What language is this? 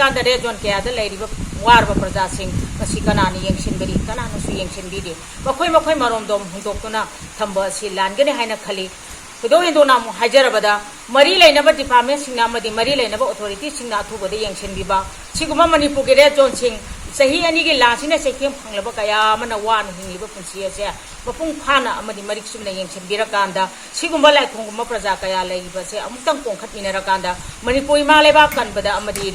Manipuri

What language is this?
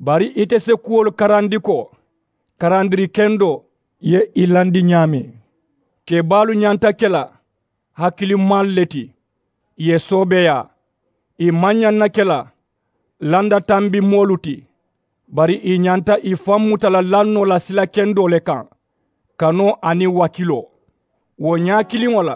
Mandingo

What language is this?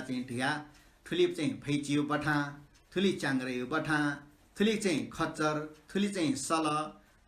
Newari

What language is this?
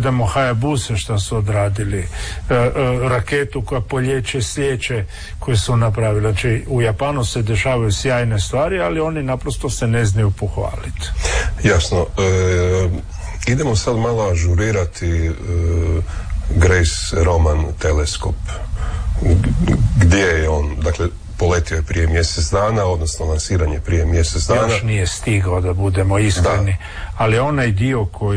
Croatian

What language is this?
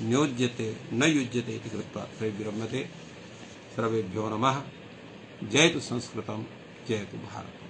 Sanskrit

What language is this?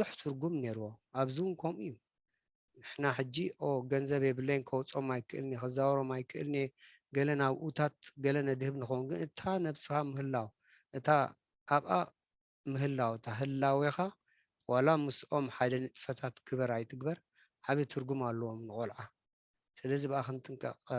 Tigrinya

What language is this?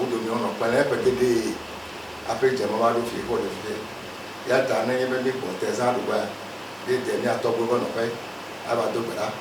Ewe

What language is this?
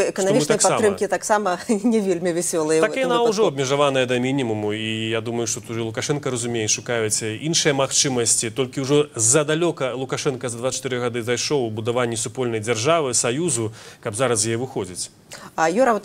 Belarusian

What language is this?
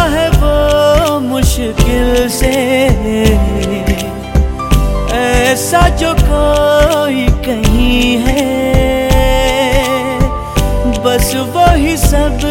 Hindi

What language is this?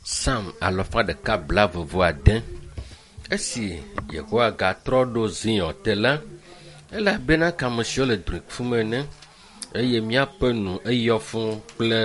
Ewe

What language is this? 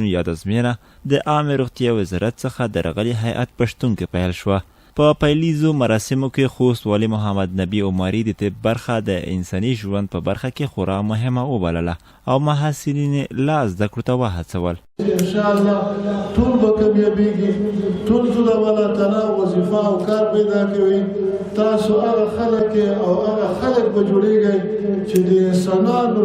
Pashto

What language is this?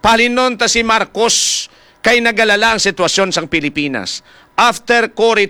Hiligaynon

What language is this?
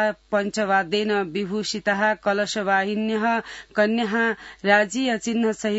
Sanskrit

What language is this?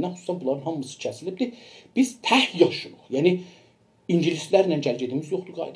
South Azerbaijani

